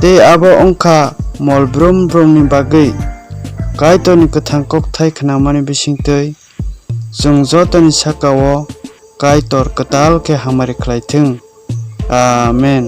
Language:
Kok Borok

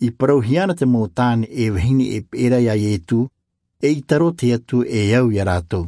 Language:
Tahitian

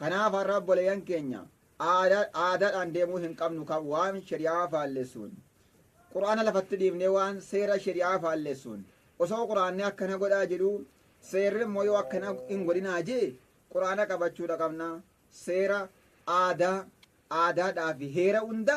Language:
Oromo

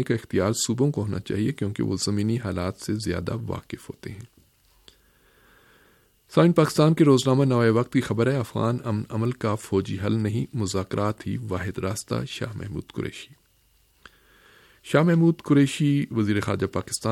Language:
Urdu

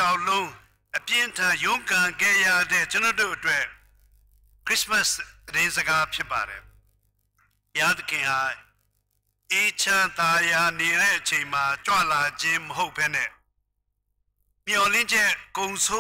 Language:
Burmese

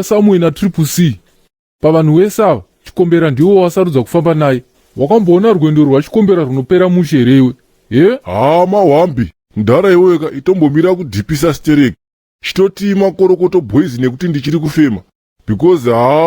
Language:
Shona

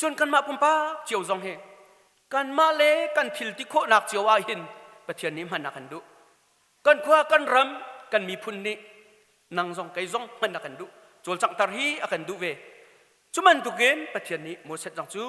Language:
Hakha Chin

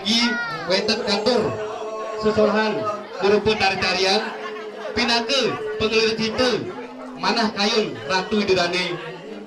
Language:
Balinese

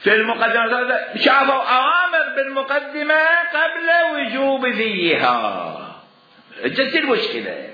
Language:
Mesopotamian Arabic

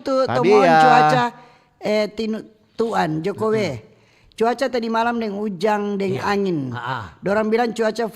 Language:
Manado Malay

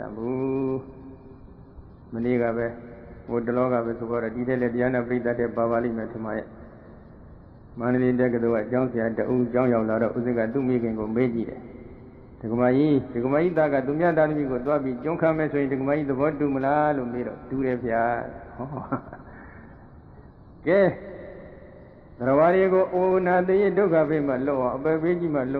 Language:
Burmese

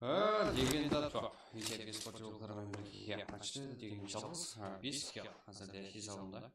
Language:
Kara-Kalpak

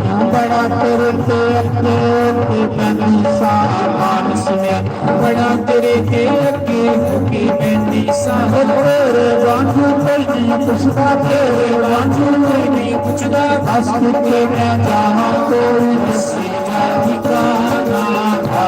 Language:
Dogri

